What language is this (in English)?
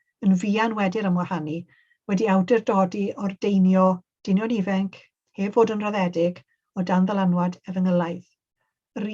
Welsh